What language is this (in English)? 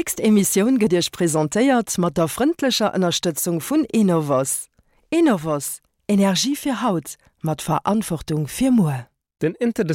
Luxembourgish